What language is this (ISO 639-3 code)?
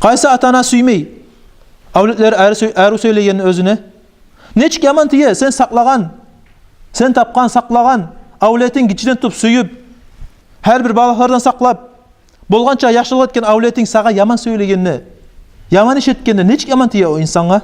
kum